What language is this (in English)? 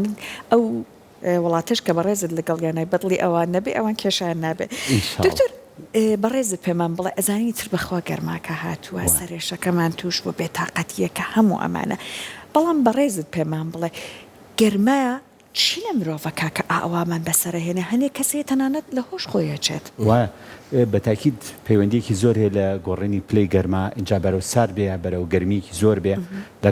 Central Kurdish